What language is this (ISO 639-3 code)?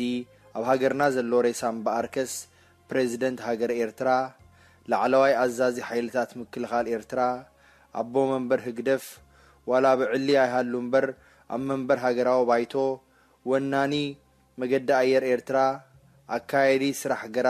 tir